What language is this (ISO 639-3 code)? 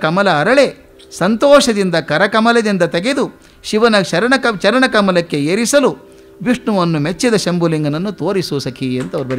kan